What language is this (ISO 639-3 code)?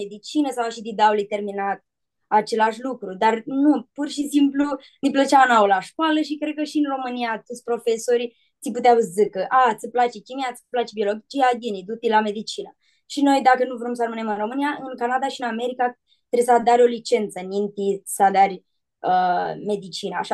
rup